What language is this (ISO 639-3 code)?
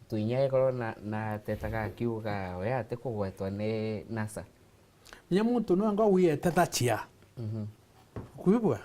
mer